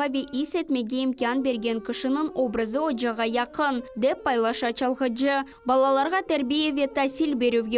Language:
Crimean Tatar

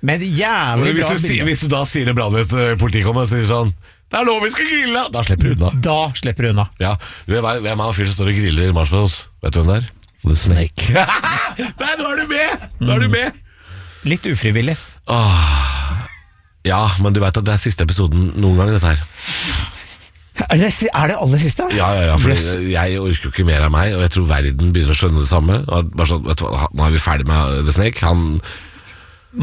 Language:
Norwegian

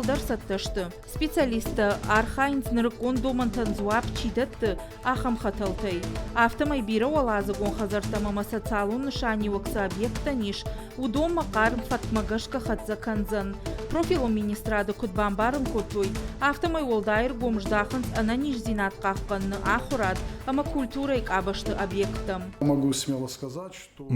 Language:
Ossetic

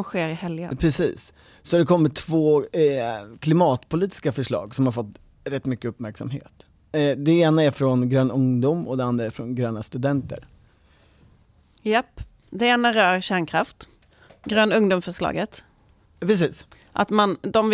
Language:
Swedish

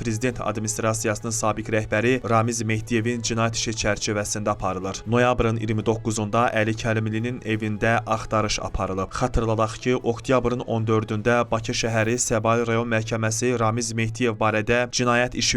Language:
Azerbaijani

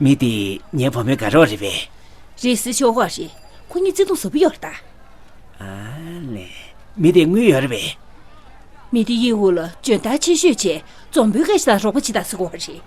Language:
Tibetan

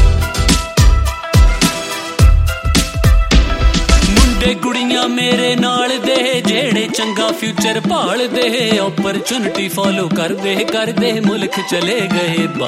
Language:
Punjabi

